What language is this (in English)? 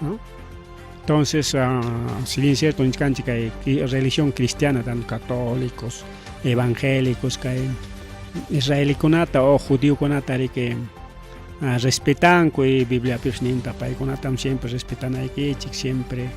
Ayacucho Quechua